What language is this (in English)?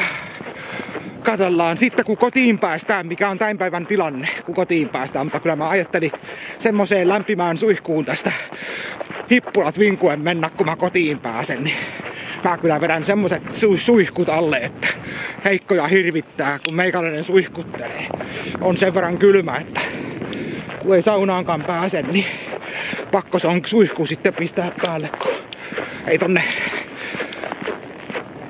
Finnish